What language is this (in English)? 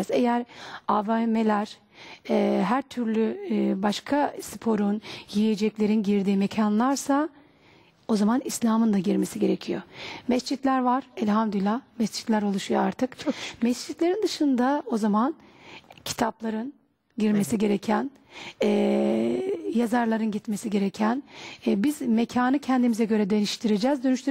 Turkish